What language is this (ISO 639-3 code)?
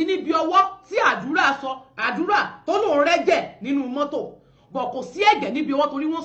yor